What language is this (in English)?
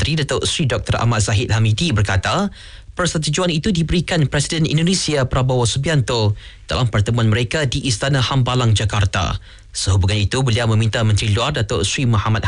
Malay